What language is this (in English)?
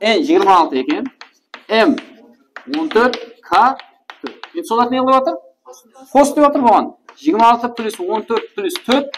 Kara-Kalpak